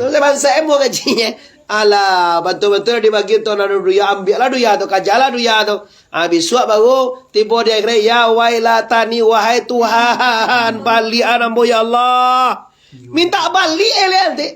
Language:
Minangkabau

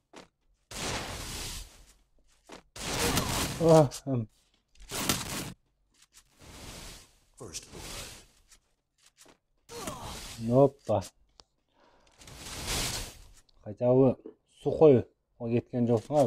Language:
Kyrgyz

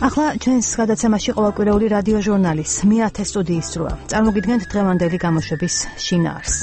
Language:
Georgian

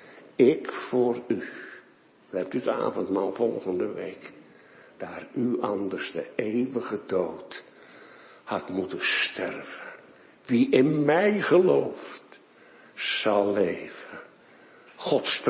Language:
Dutch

